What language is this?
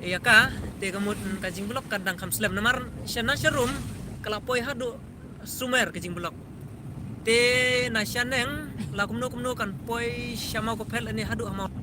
Khasi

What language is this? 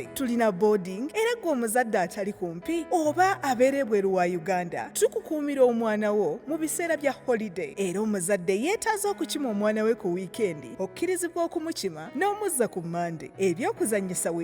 Ganda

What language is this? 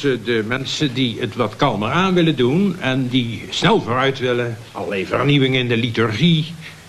Dutch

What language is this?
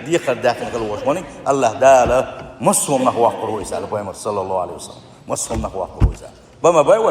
Chechen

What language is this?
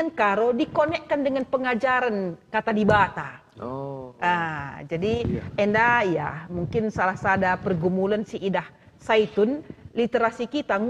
Batak Karo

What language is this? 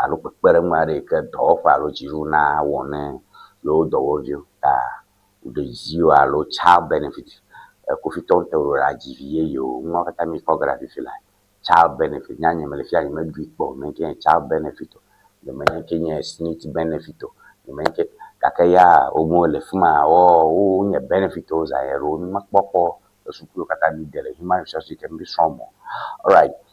Ewe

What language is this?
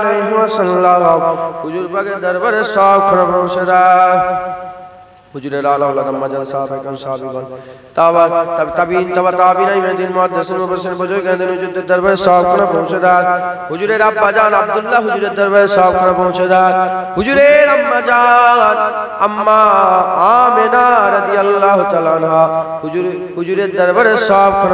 Bangla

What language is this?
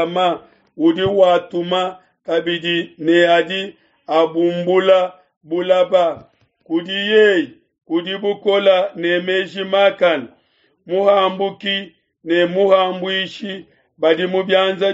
Luba-Lulua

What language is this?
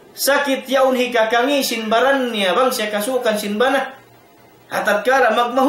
Tausug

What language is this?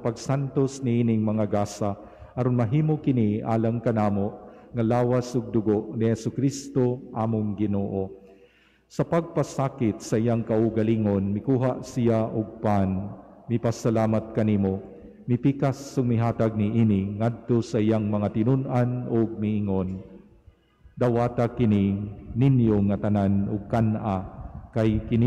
Cebuano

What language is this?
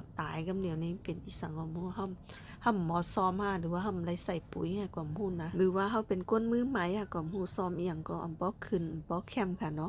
Shan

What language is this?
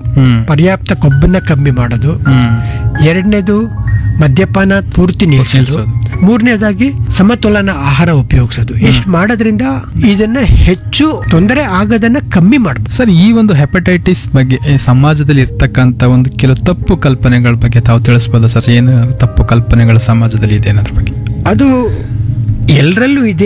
Kannada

